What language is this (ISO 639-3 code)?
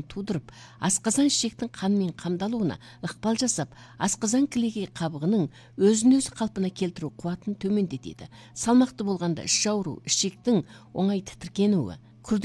kaz